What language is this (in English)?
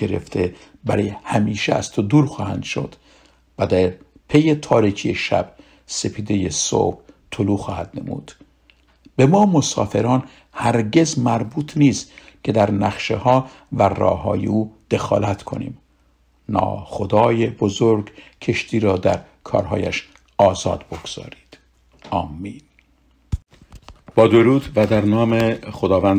Persian